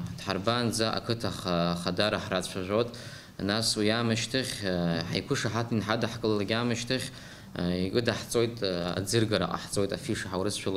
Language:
Abkhazian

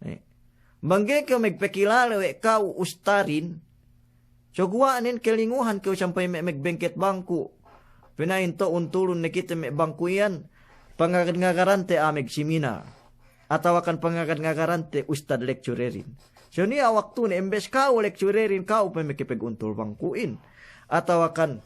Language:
Yakan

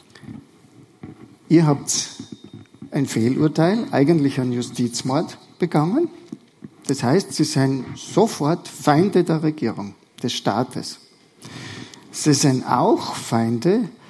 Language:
German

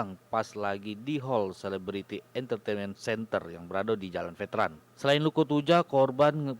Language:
Musi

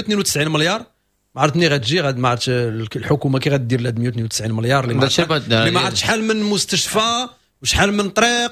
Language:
Moroccan Arabic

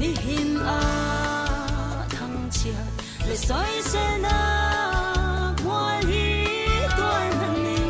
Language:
Falam Chin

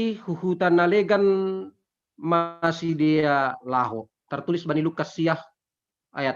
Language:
Batak Simalungun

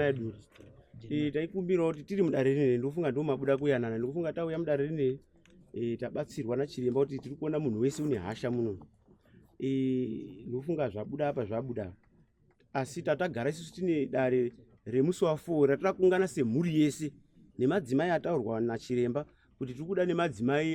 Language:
Shona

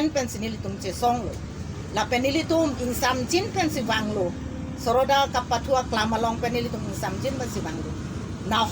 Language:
Karbi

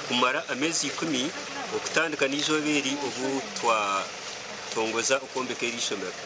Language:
Nyankole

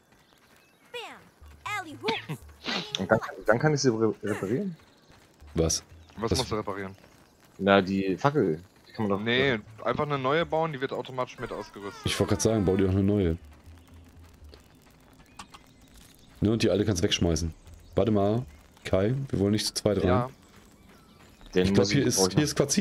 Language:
German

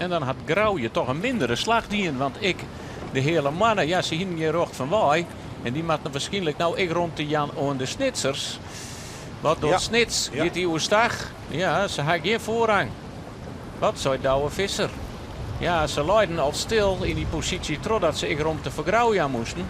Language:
Western Frisian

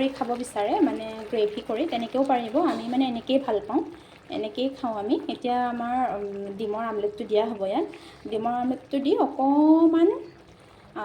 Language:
Assamese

